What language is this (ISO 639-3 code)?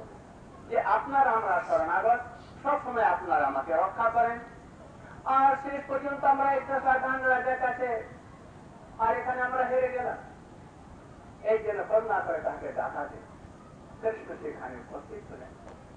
ben